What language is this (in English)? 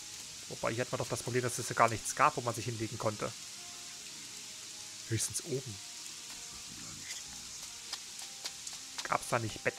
German